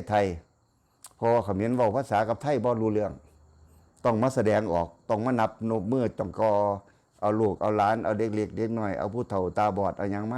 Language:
Northeastern Thai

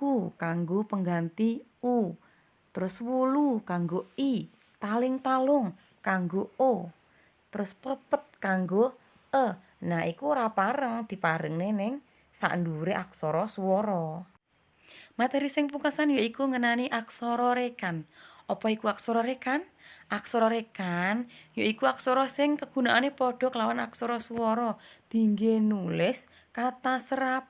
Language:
Javanese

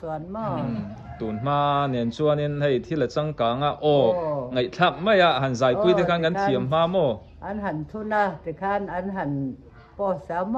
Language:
Mizo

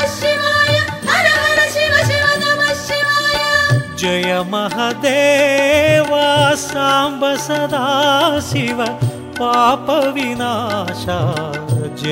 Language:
Telugu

